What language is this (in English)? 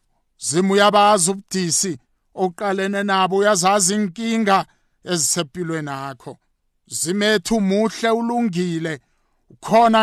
South Ndebele